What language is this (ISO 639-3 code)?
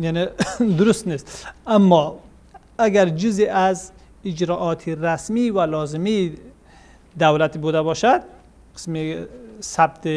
fas